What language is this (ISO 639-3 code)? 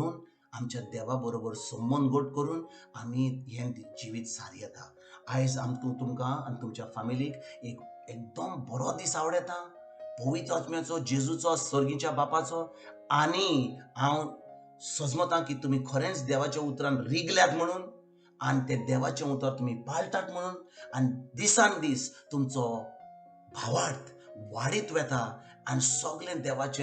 kok